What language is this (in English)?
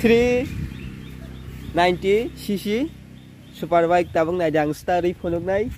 Kok Borok